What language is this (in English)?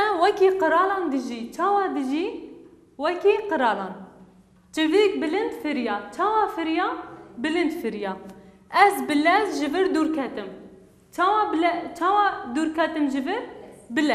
Kurdish